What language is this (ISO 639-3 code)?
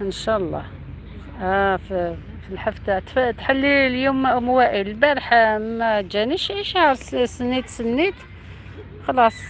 arq